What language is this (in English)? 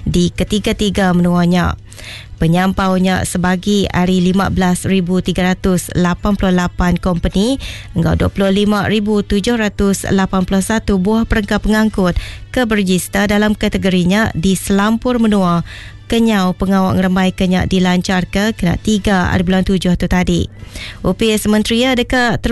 Iban